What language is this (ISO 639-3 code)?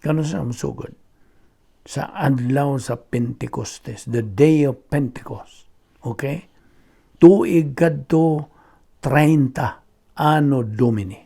ceb